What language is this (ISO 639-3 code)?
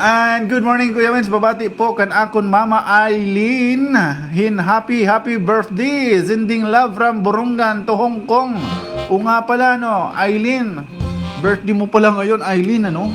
war